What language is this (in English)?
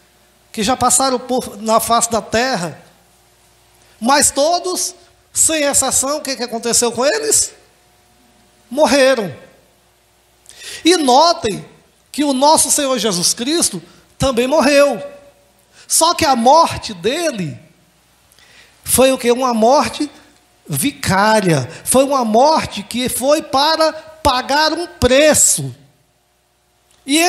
Portuguese